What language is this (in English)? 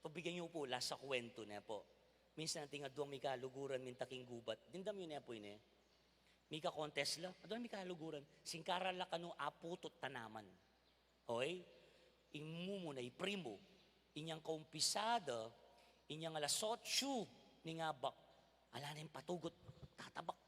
Pampanga